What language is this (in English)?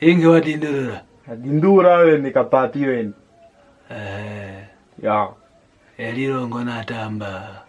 Kwangali